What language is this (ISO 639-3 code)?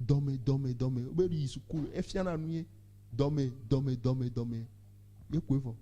ewe